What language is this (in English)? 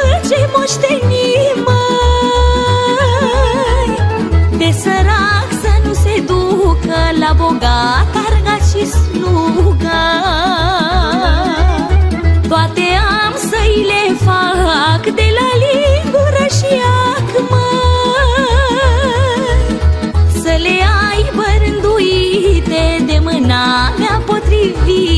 Romanian